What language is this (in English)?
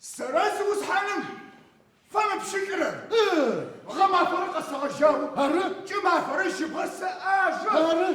Adyghe